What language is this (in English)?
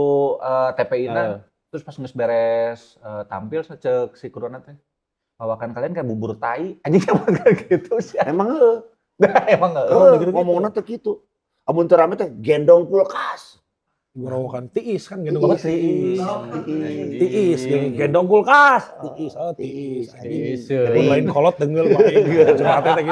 Sundanese